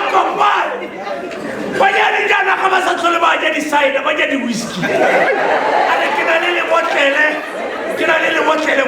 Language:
Tswana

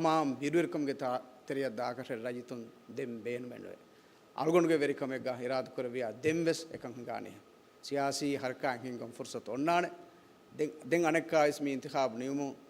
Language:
Divehi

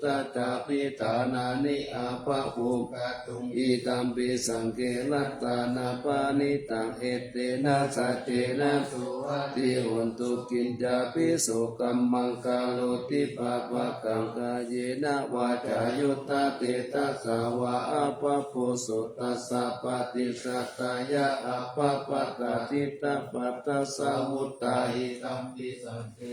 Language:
Pali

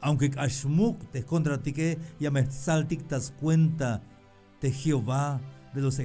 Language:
Tzeltal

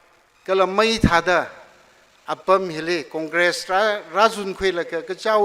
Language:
Tangkhul Naga (India)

